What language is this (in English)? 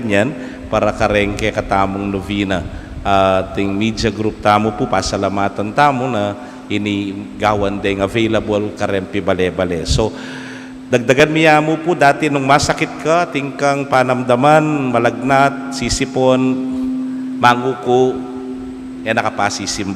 Pampanga